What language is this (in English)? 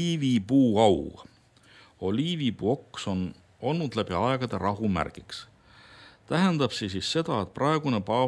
Estonian